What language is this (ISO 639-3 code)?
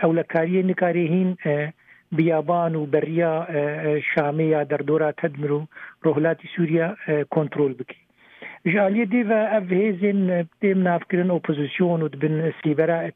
kur